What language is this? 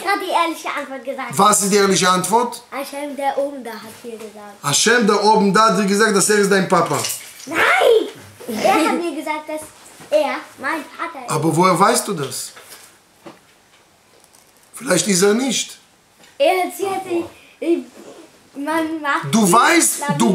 German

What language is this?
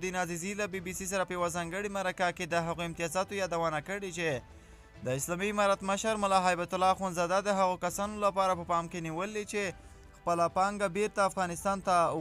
Pashto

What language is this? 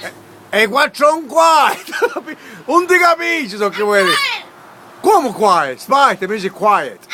Sicilian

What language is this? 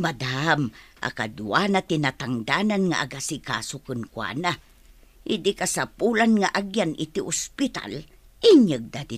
Iloko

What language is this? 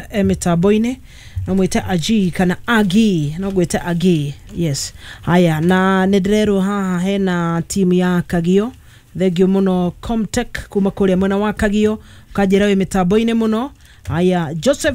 Kikuyu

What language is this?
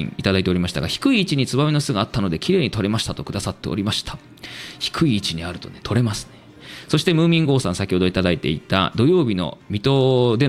Japanese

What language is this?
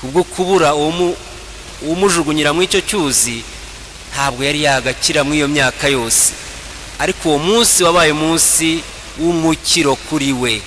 Kinyarwanda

